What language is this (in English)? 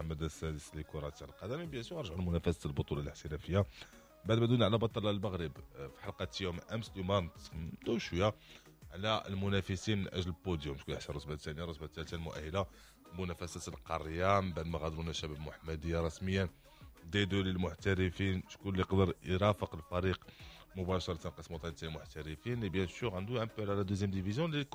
Moroccan Arabic